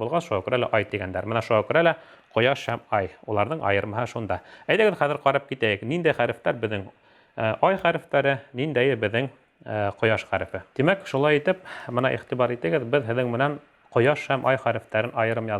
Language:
Bashkir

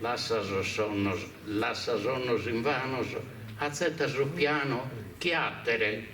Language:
Sardinian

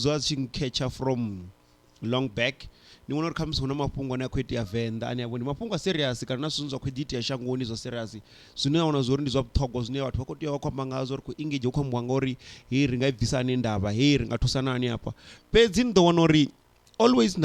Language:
Venda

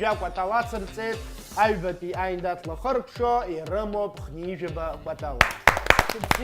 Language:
Abkhazian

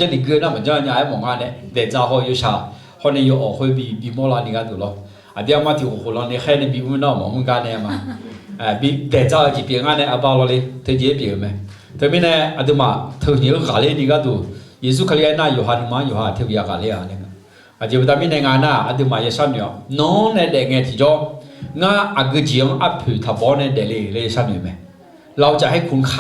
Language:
Akha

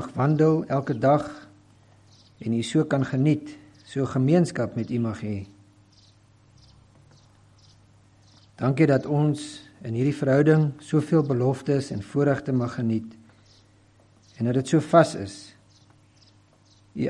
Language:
Afrikaans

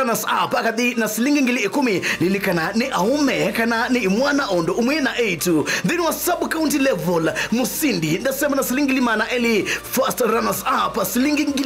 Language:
Kamba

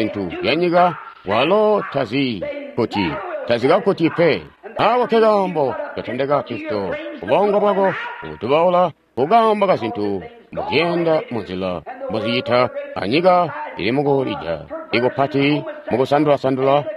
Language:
Tonga (Zambia)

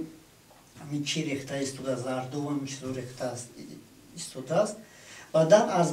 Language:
Tajik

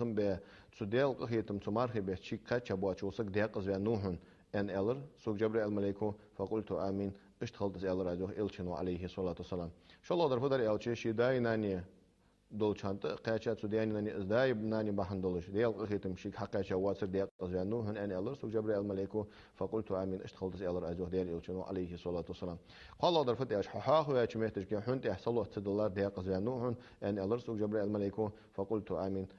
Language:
Ingush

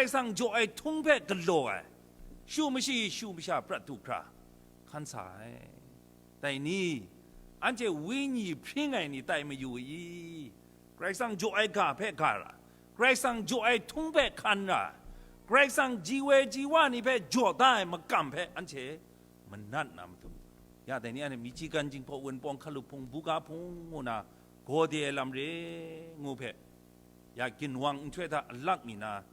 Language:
Kachin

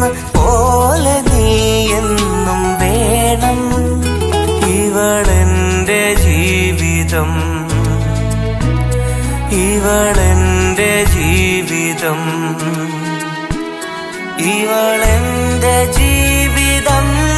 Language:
Malayalam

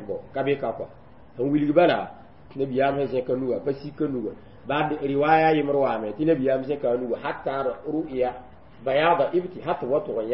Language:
Mossi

